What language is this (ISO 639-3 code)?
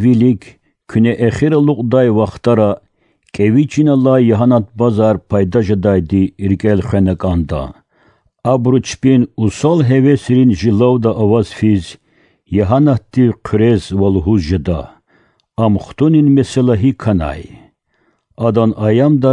lez